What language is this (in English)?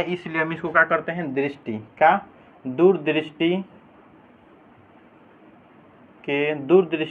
Hindi